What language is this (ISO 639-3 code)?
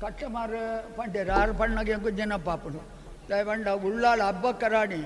tcy